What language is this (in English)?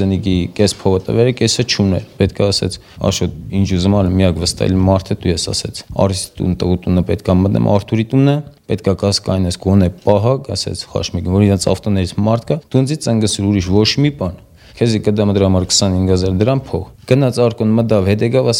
Armenian